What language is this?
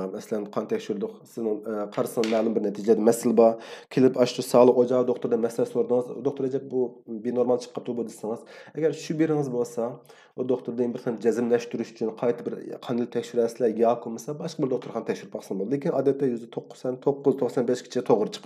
Uyghur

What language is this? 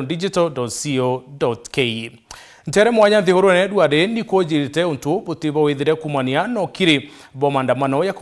Meru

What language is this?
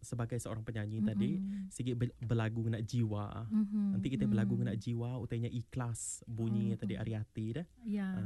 Iban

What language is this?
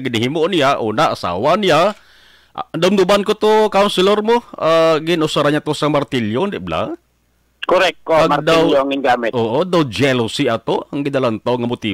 Hiligaynon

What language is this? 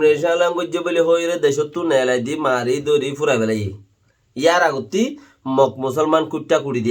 Rohingya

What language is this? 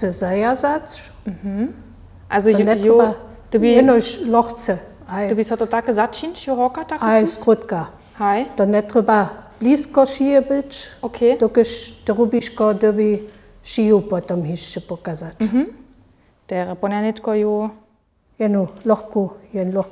Upper Sorbian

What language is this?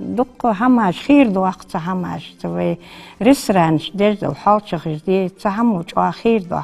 Ingush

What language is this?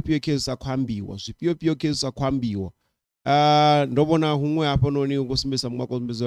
Venda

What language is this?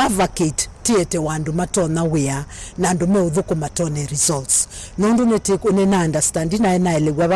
Kamba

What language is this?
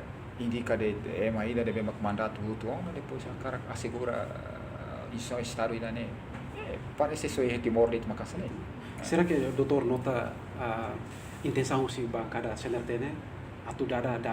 Tetum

